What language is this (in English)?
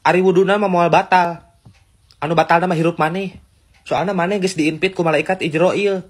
Sundanese